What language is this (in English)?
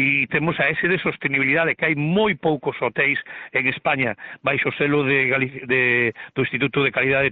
Galician